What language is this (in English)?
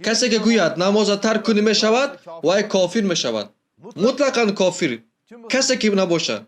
Tajik